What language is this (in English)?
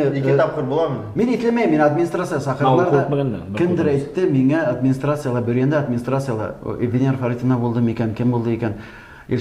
Bashkir